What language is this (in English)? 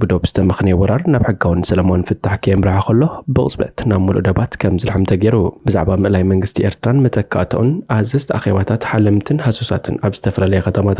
Tigrinya